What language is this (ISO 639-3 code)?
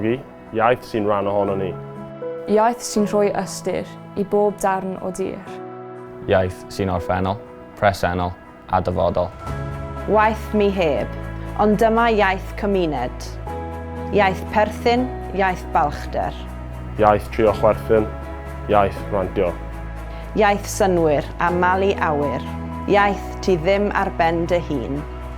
cym